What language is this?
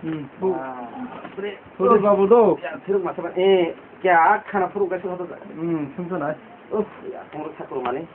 Kok Borok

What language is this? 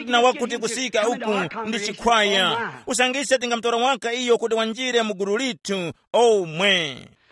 Tumbuka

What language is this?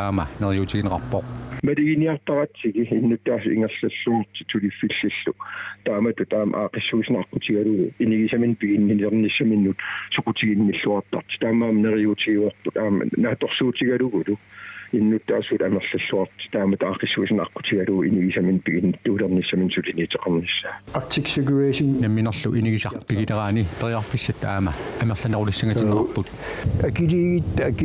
Kalaallisut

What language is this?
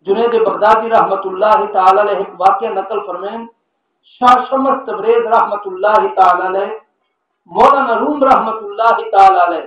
Saraiki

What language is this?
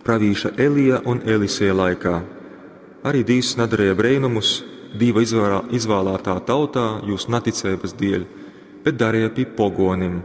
Latgalian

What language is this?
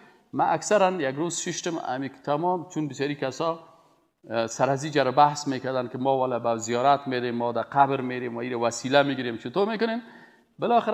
Persian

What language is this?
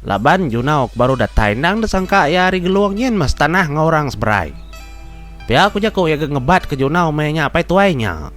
Iban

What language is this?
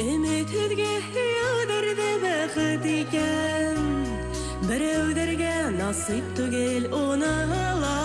Bashkir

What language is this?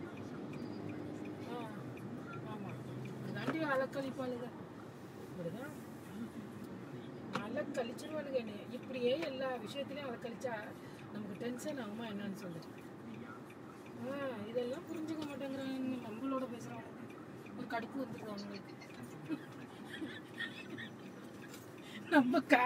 Tamil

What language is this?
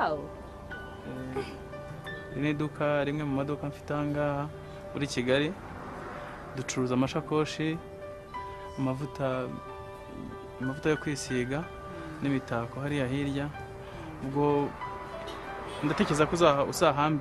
Kinyarwanda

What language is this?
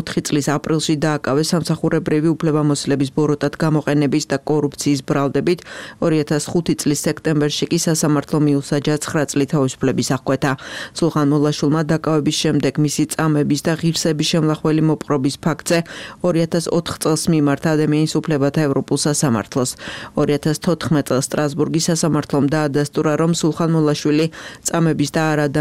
Georgian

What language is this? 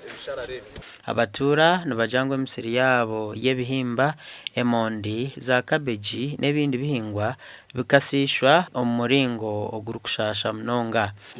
Nyankole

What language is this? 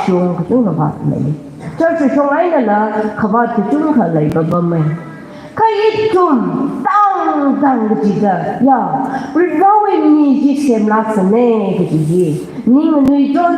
Tangkhul Naga (India)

